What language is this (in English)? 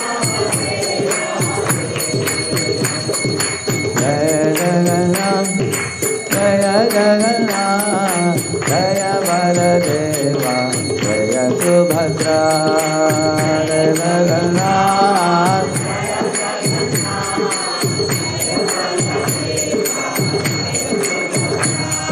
Hindi